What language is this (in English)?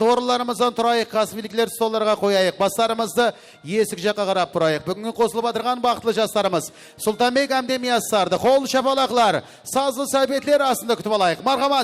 Kara-Kalpak